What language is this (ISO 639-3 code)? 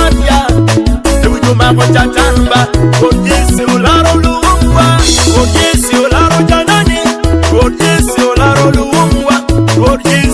ach